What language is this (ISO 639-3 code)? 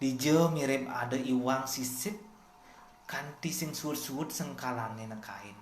ban